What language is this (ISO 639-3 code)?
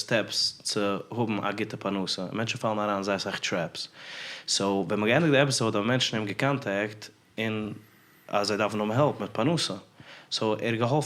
yid